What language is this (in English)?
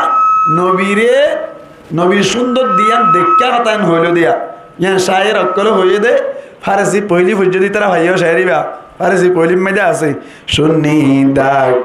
Rohingya